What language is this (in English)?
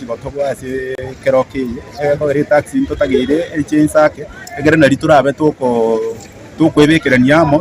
Gusii